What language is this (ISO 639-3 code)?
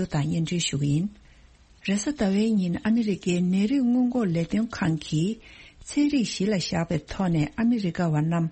bod